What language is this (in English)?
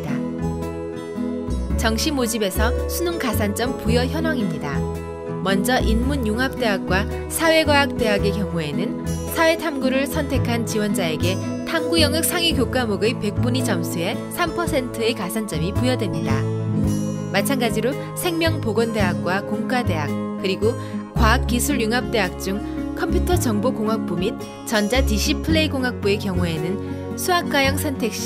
Korean